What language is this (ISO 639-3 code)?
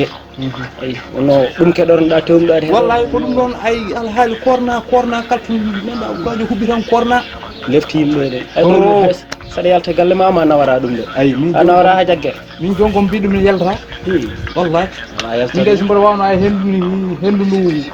ful